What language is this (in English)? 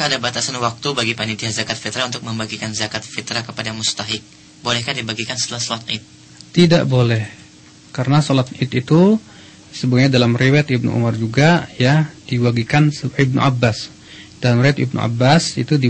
Indonesian